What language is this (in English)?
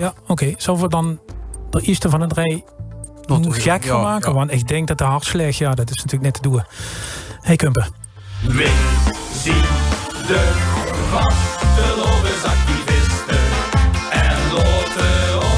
Limburgish